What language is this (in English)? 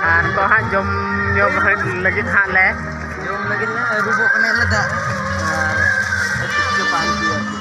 Santali